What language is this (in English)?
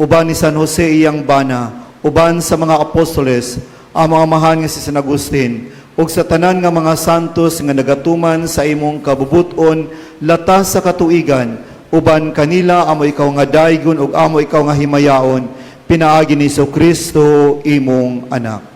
Cebuano